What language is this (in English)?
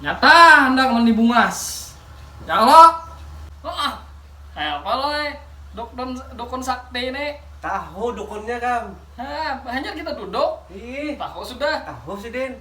Banjar